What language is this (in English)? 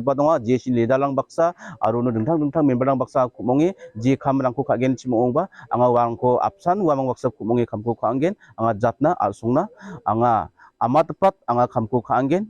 Garo